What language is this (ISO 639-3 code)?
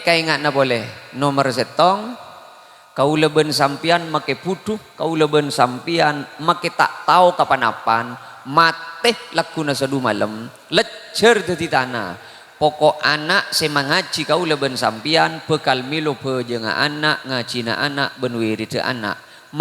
mad